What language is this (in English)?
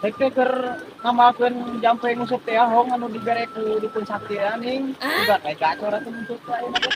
Sundanese